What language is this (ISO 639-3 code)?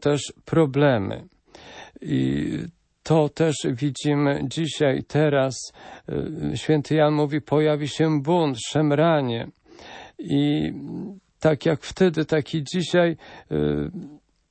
pol